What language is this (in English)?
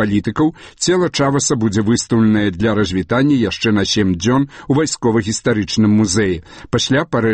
Belarusian